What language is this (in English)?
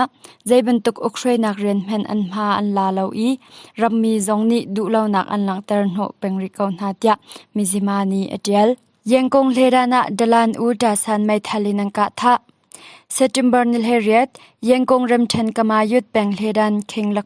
Hakha Chin